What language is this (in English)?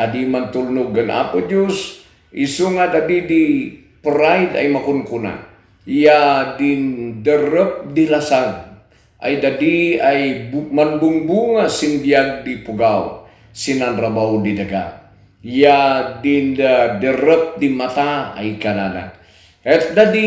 Kankanaey